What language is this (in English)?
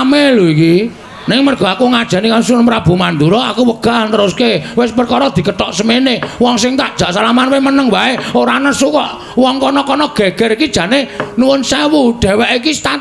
Javanese